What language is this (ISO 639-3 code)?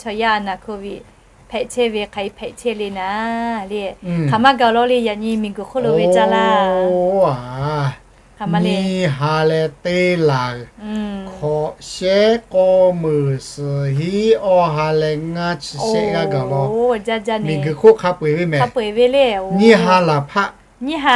lhu